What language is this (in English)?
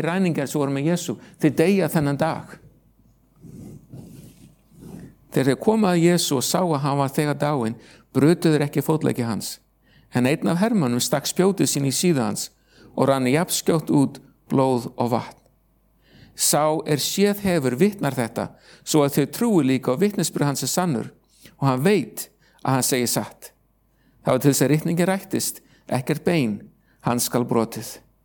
Icelandic